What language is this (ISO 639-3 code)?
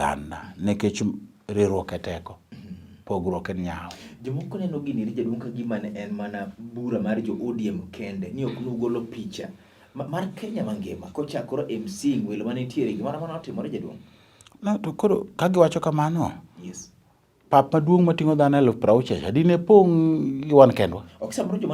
luo